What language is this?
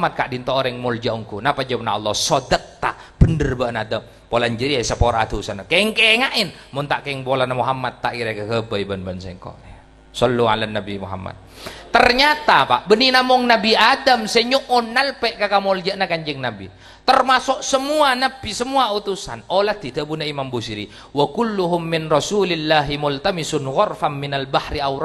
Madurese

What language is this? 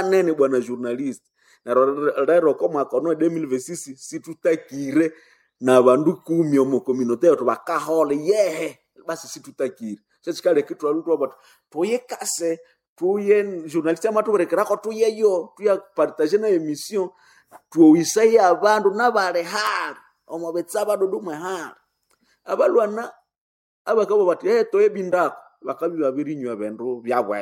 Nande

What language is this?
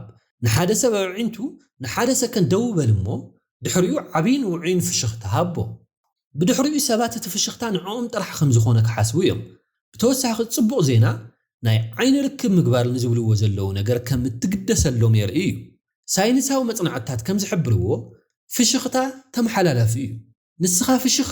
Tigrinya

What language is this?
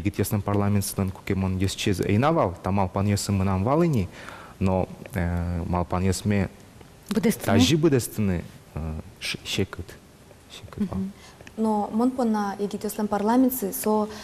Udmurt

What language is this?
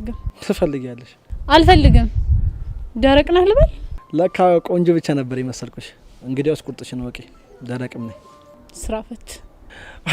Amharic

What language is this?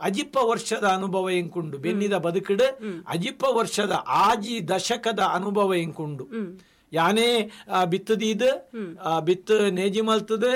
Tulu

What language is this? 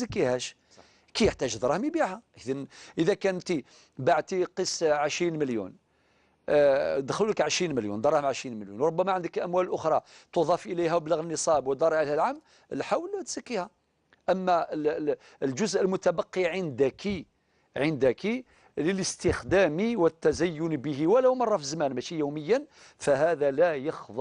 Algerian Arabic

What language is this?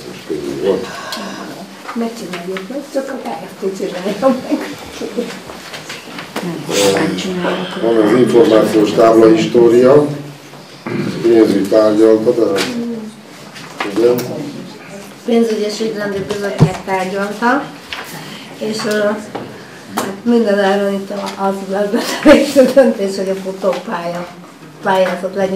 Hungarian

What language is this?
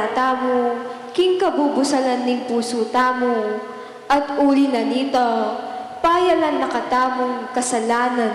Pampanga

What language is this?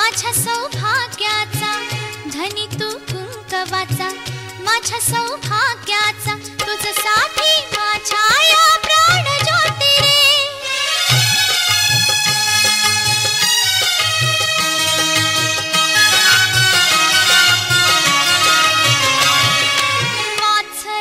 Marathi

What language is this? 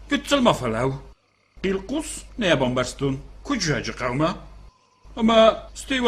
Ossetic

